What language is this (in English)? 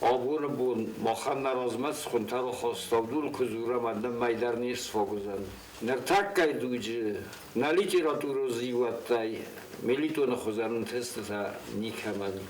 Ossetic